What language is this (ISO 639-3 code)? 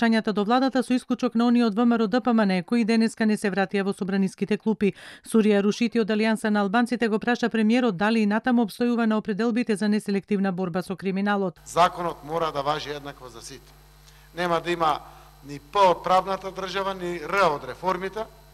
mkd